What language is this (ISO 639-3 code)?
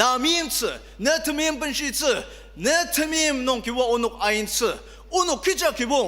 njo